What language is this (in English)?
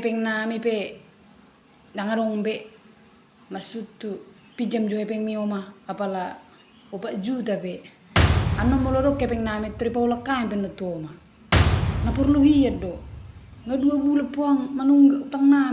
Batak Toba